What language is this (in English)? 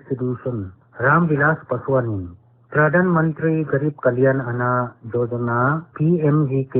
Paite Chin